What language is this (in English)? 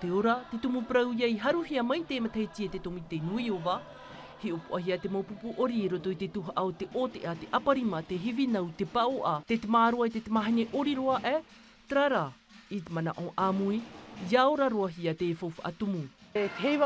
Tahitian